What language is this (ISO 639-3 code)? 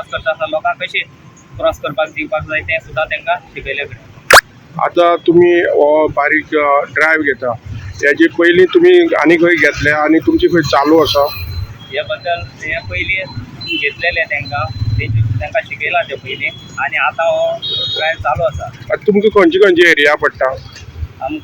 kok